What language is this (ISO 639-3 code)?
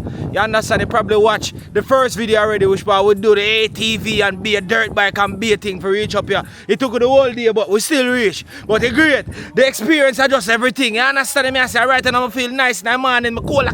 jam